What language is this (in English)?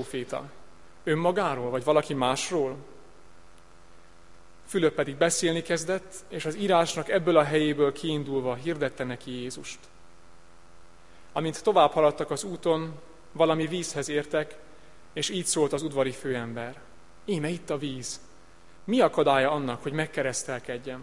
Hungarian